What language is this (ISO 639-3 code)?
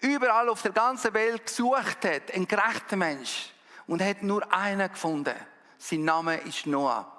gsw